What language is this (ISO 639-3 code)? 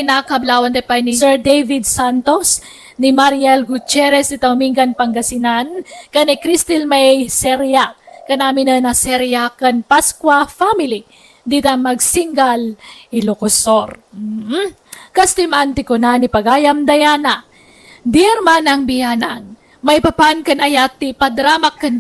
ilo